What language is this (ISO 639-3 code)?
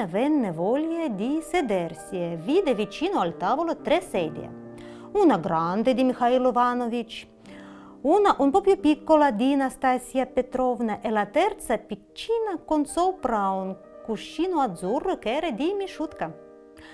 ita